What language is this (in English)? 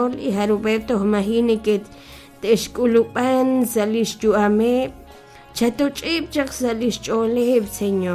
Kekchí